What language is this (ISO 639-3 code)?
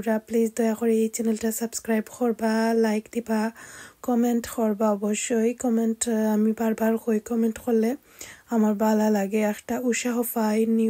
syl